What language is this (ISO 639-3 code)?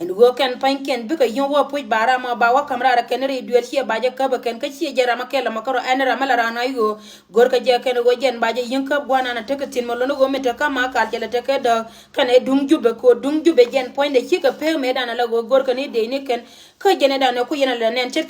nus